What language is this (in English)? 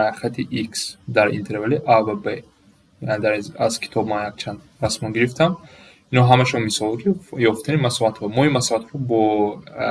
Tajik